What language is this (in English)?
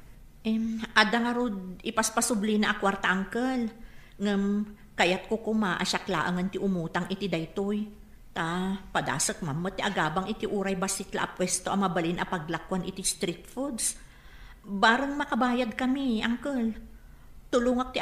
Iloko